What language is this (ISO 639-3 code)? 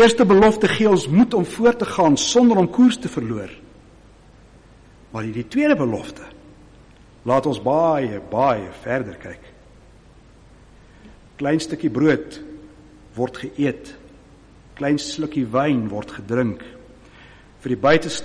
afr